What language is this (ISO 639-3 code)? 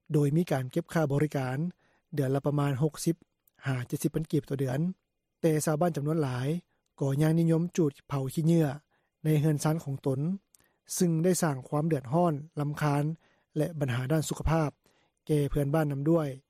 lao